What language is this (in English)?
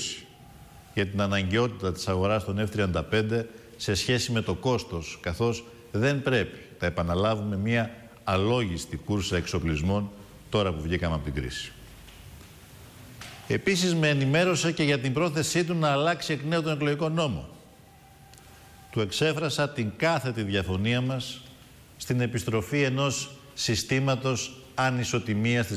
Greek